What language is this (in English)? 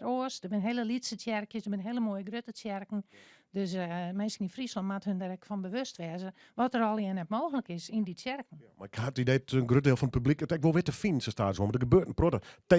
Western Frisian